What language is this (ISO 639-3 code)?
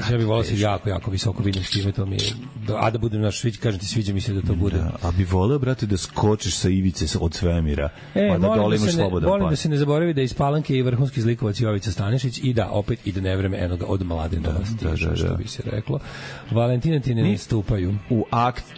srp